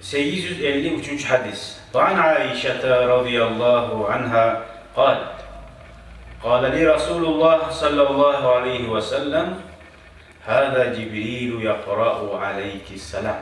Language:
Kumyk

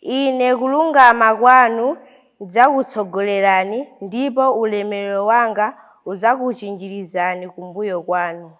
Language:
Nyanja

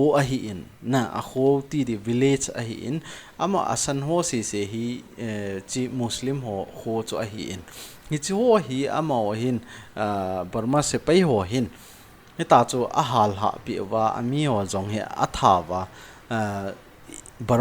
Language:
Thado Chin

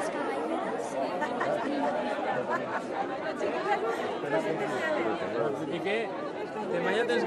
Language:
Catalan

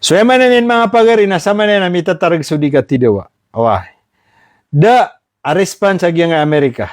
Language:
Maranao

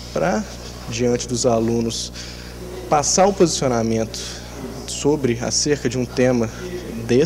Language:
Portuguese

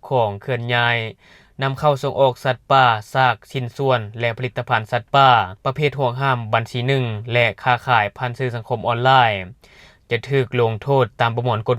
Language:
Lao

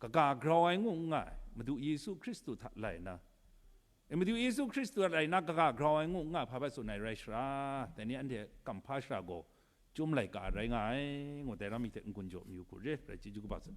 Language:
Kachin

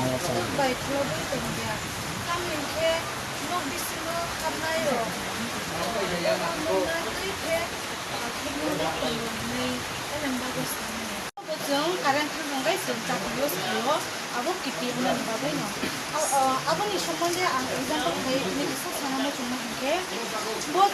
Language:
Kok Borok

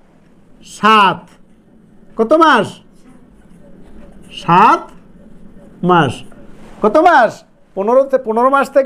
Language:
Bangla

